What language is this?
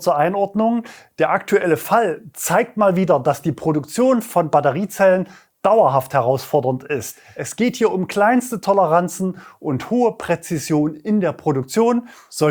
German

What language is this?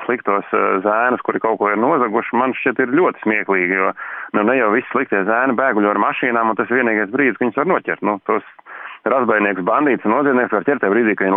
Latvian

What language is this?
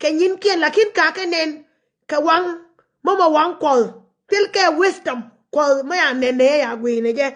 Nuer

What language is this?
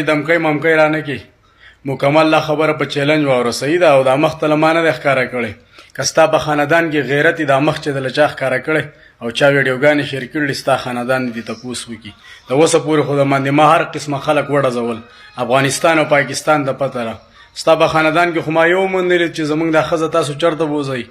Pashto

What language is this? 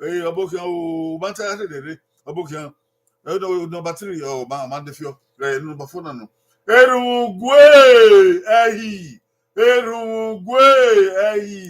Bini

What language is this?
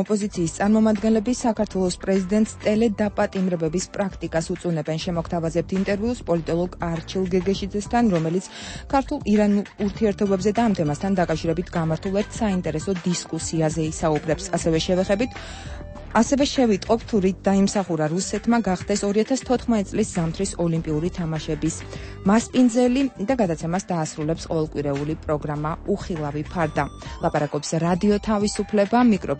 Georgian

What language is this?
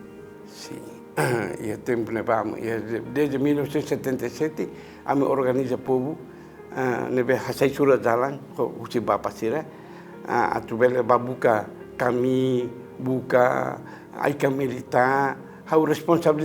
Tetum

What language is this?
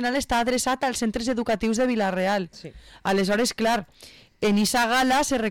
Catalan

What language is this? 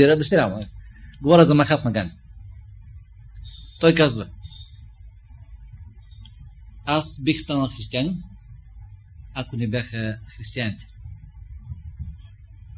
Bulgarian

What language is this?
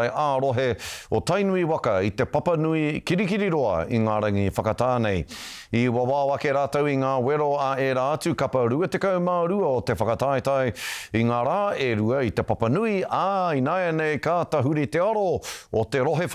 Māori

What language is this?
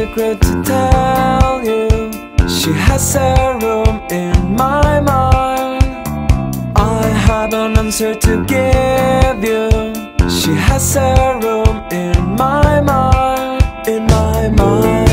English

